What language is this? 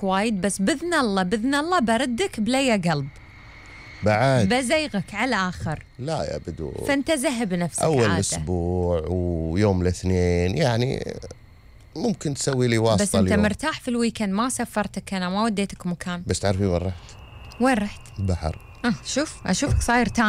Gulf Arabic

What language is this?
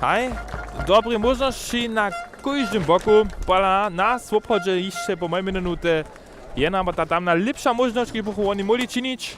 Upper Sorbian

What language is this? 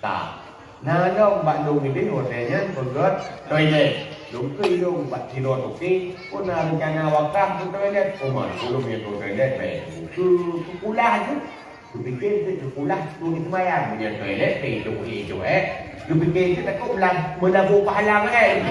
Achinese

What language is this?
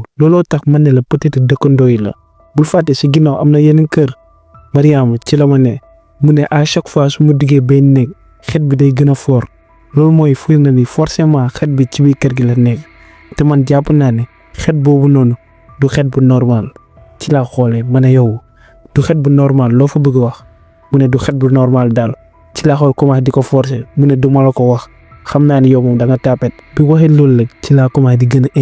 Wolof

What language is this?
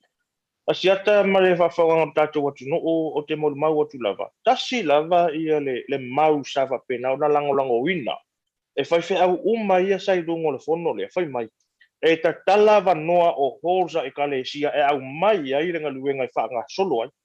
Samoan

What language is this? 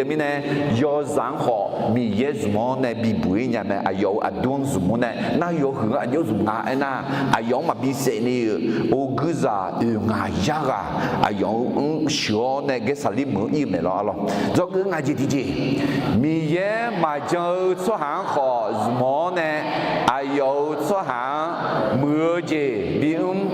Akha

